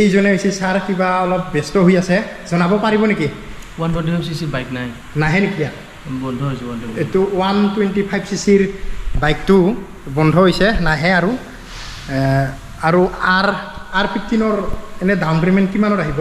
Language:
Assamese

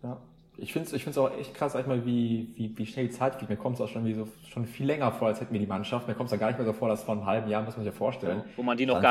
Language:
German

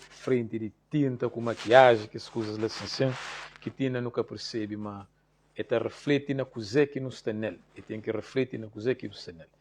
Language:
Kabuverdianu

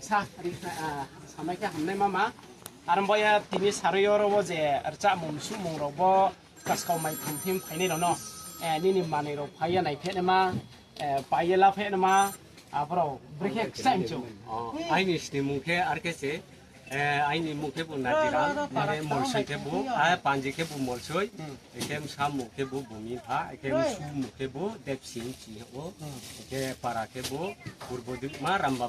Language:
Riang (India)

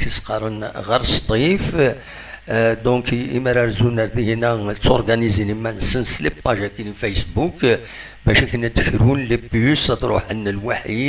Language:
Kabyle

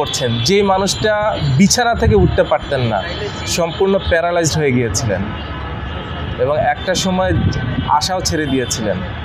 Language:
Bangla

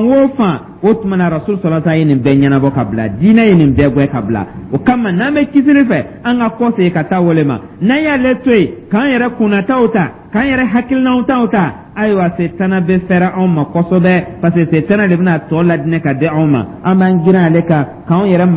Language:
Dyula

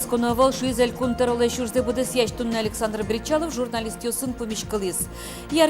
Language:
Udmurt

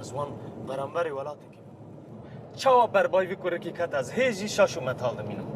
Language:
Kurdish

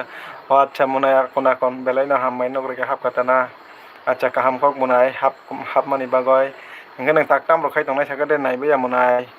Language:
Kok Borok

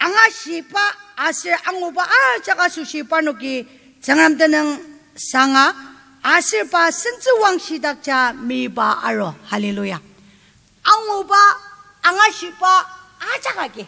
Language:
Ao Naga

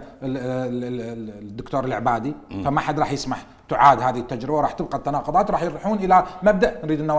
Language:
Mesopotamian Arabic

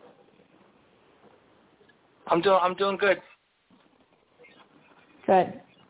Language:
English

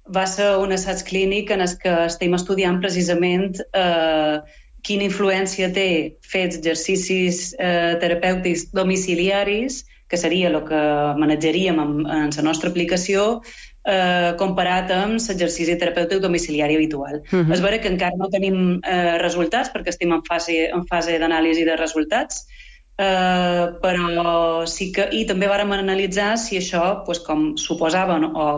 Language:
Catalan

